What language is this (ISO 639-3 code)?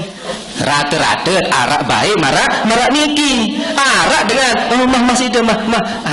sas